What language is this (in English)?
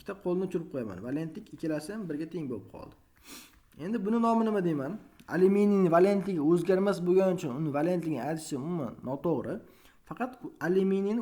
Uzbek